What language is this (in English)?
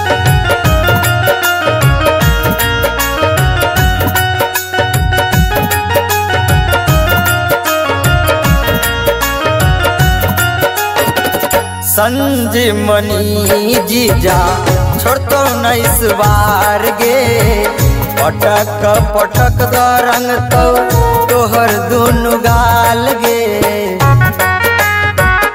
Bhojpuri